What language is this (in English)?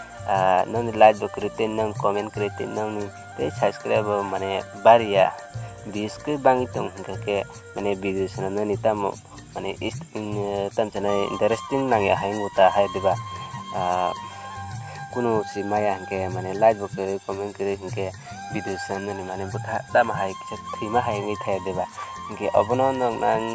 Kok Borok